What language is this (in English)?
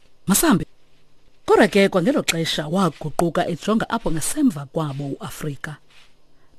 Xhosa